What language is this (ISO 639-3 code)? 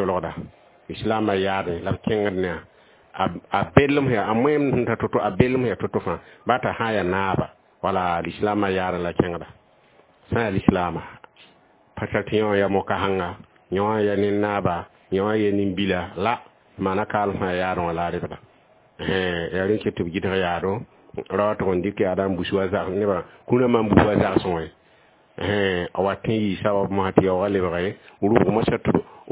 mos